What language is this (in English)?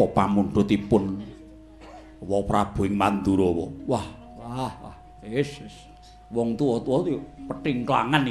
Javanese